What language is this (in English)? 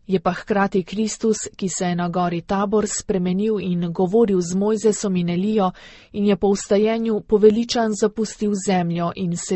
Slovenian